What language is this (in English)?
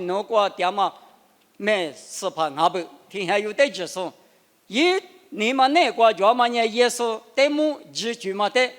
Lisu